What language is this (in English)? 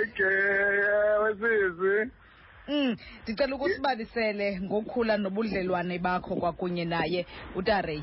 Xhosa